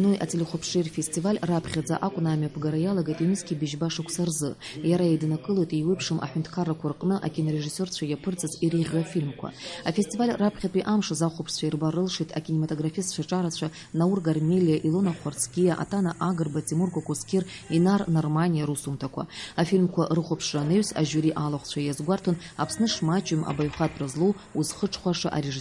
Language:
Abkhazian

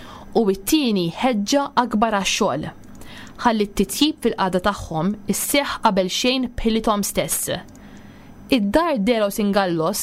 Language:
Maltese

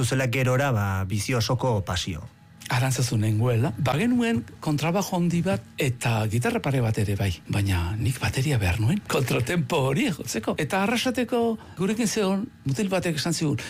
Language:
Basque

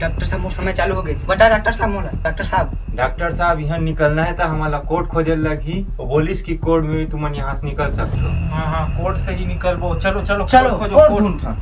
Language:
Chhattisgarhi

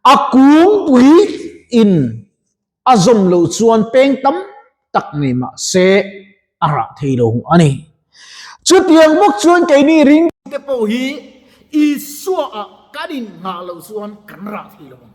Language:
Mizo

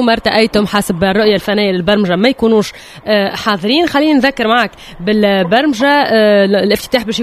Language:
Tunisian Arabic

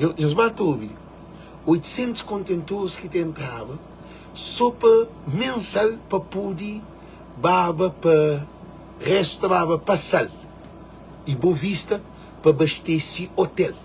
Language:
Kabuverdianu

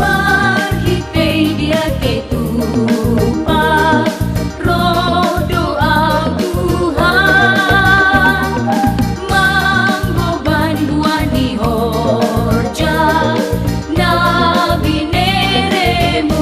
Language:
Batak Simalungun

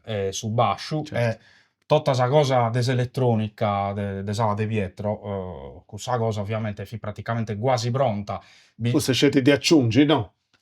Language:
Sardinian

